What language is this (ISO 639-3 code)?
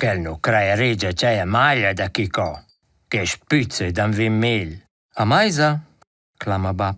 roh